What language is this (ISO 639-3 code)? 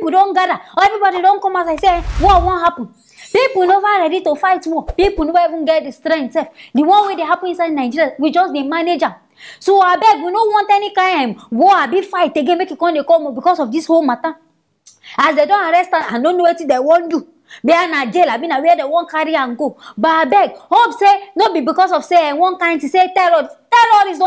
pcm